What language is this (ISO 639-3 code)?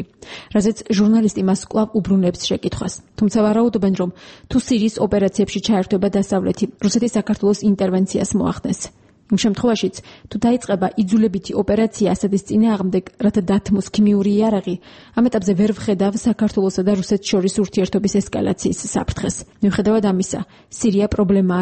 kat